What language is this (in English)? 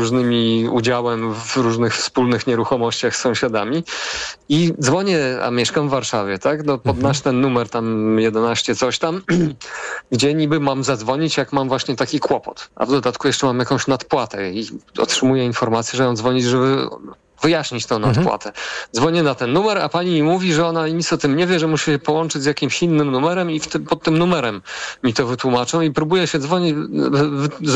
Polish